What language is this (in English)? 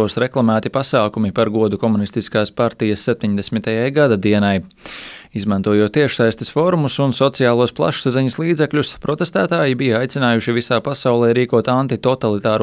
Latvian